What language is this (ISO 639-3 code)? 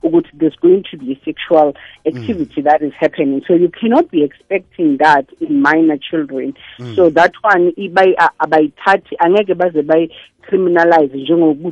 nbl